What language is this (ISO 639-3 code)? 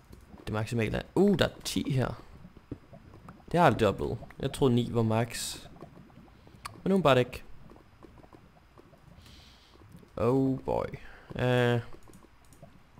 dan